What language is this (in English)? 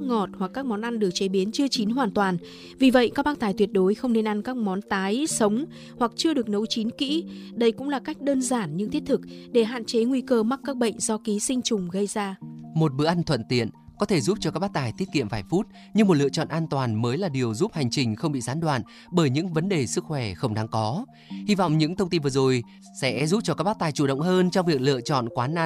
Vietnamese